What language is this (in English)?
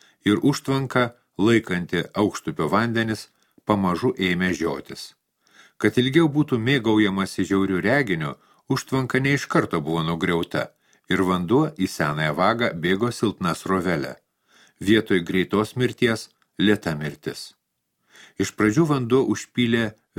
Lithuanian